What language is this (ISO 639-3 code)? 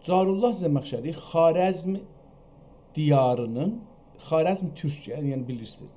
azb